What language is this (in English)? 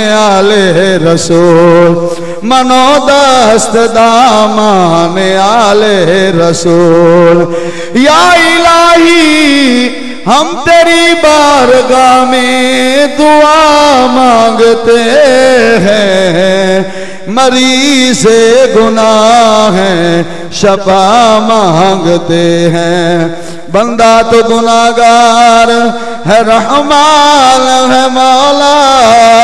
Urdu